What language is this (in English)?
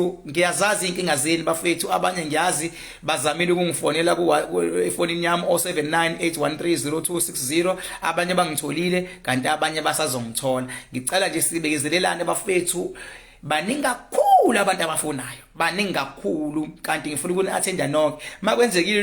Zulu